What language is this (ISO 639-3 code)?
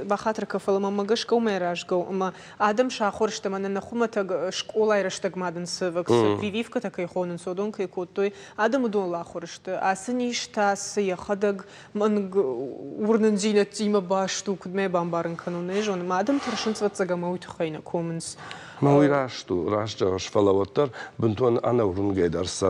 oss